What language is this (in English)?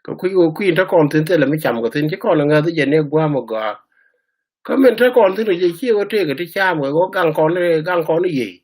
Nuer